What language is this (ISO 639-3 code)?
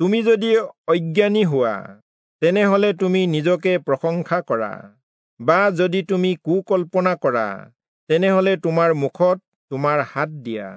asm